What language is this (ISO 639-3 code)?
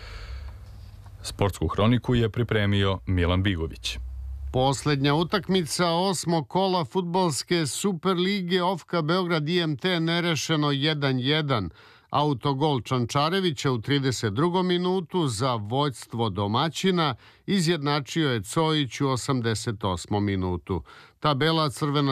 srp